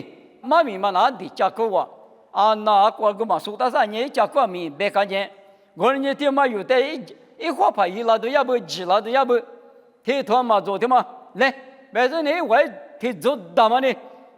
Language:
Lisu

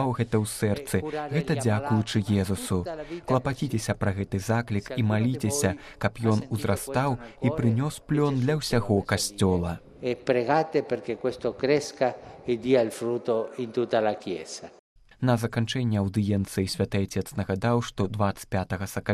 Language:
Belarusian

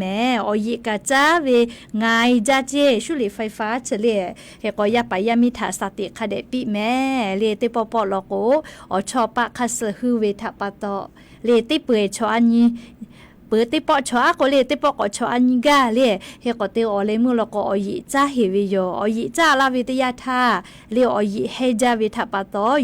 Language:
Lahu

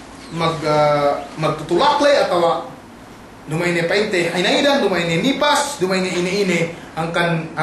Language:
Yakan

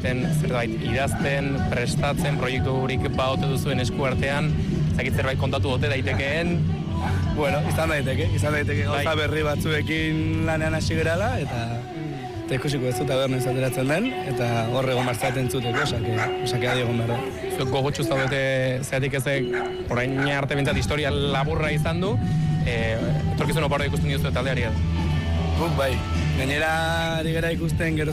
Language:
Basque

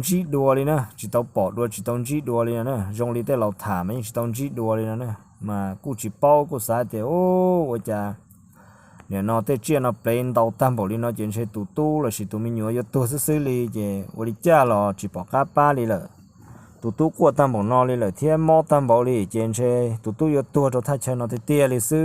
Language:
Hmong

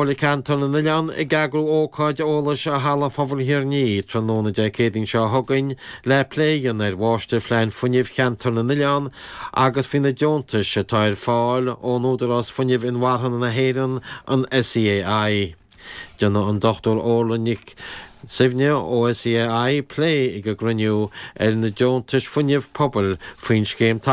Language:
Irish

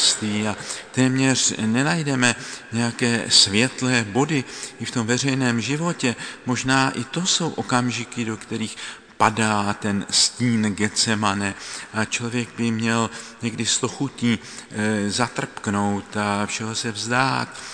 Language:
Czech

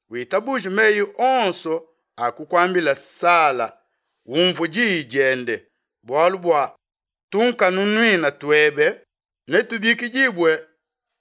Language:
Luba-Lulua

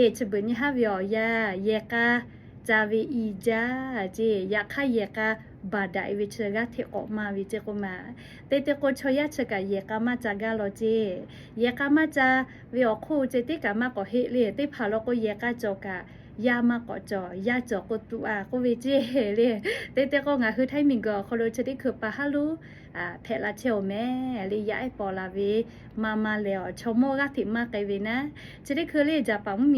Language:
Lahu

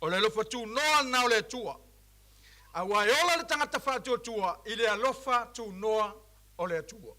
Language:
Samoan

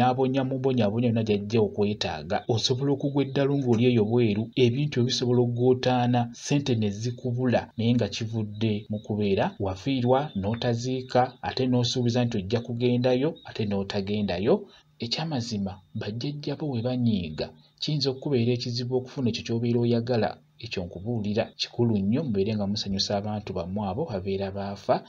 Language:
Ganda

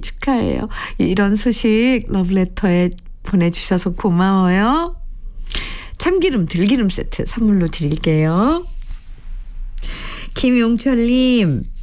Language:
Korean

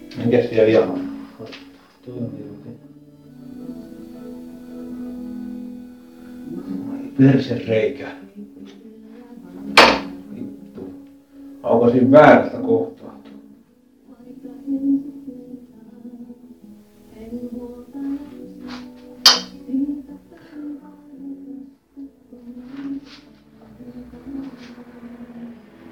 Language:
Finnish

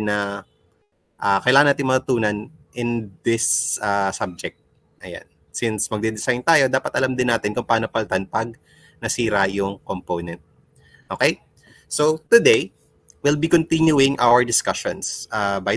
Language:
Filipino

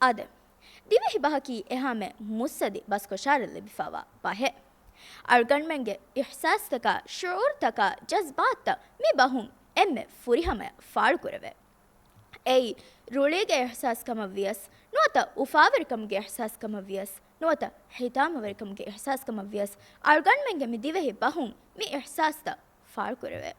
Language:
Divehi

